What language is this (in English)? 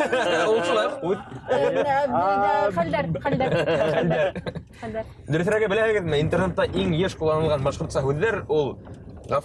Bashkir